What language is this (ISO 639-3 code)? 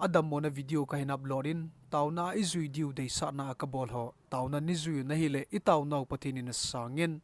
tcz